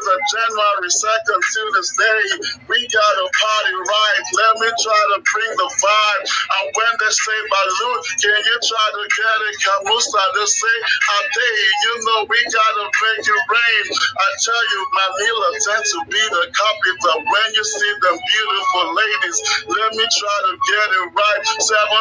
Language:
Jamaican Creole English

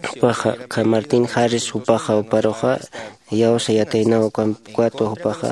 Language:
Aymara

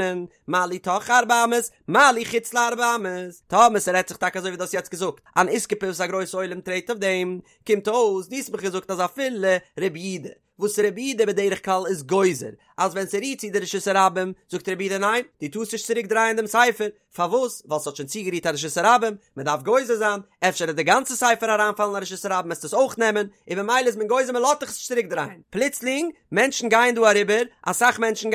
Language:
Yiddish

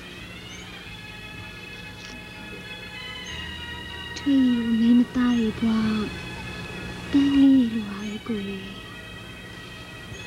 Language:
Burmese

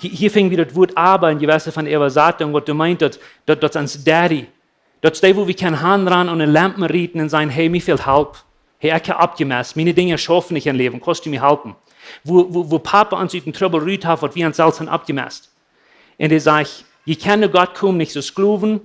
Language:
Plautdietsch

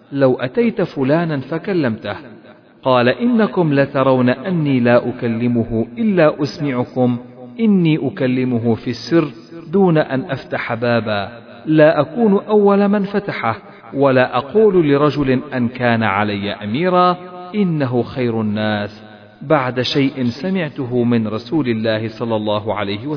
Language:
Arabic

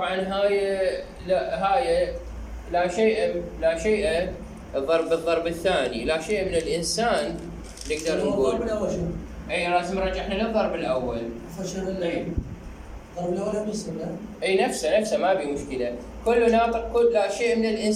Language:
Mesopotamian Arabic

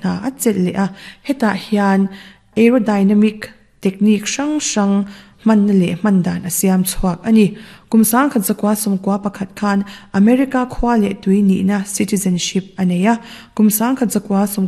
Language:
Mizo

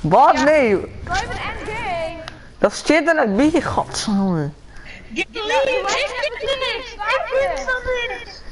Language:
Western Frisian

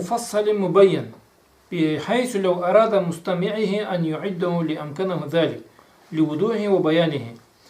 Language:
Karachay-Balkar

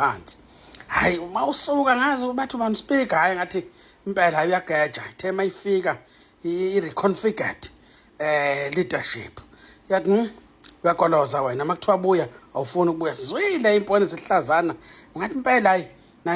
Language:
Zulu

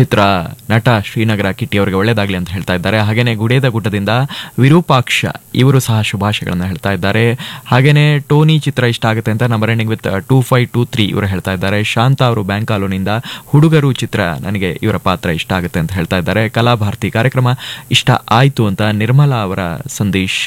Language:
Kannada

